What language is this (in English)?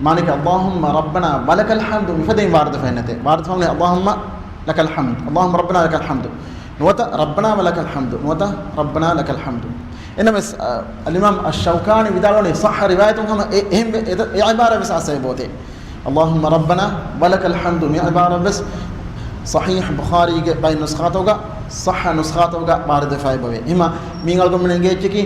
Divehi